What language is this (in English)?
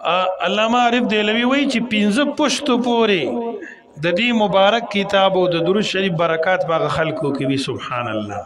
Pashto